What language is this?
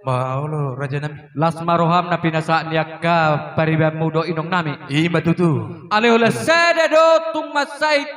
Batak Toba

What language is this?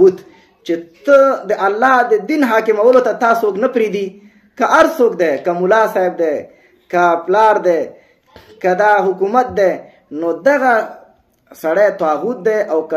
Pashto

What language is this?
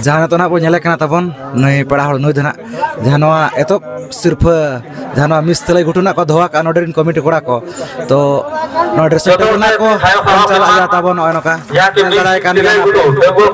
Santali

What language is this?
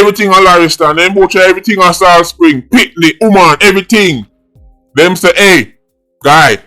Jamaican Creole English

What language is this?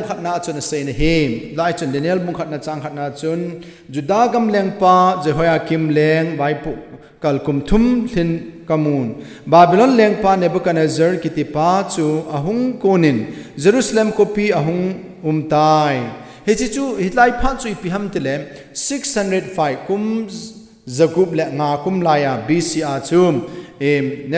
Thado Chin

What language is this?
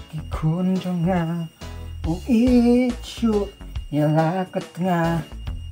Khasi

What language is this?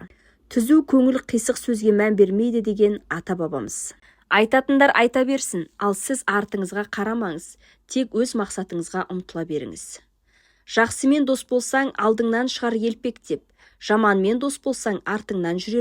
Kazakh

